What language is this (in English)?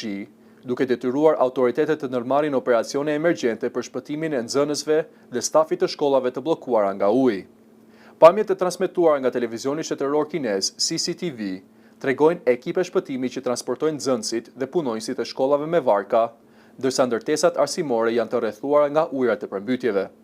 Albanian